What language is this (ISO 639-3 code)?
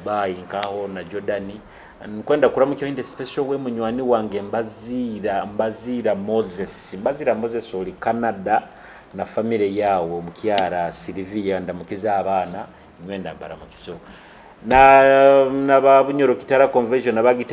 nyo